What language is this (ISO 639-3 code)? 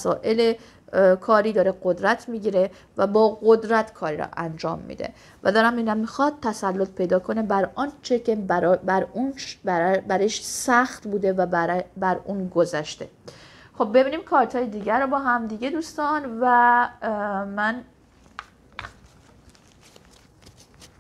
fas